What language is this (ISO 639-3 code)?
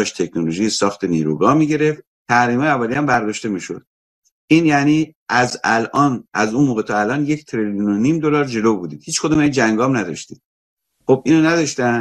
fas